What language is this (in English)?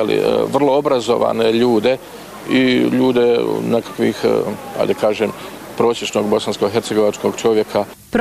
Bosnian